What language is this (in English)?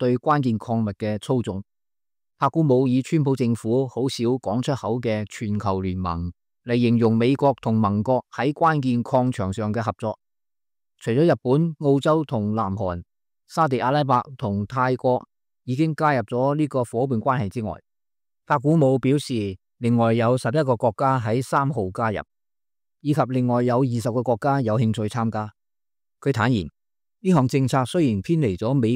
Cantonese